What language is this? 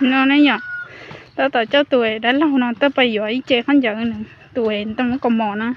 Hmong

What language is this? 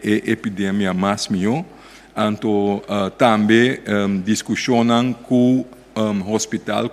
Papiamento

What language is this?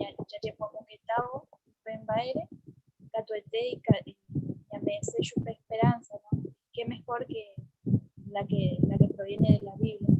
Guarani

